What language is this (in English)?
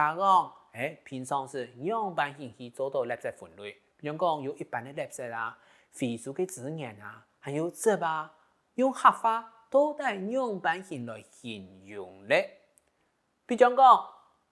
Hakka Chinese